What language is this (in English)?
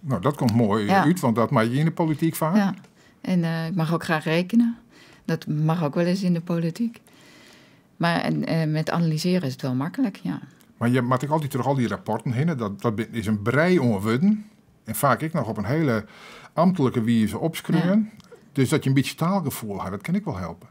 Western Frisian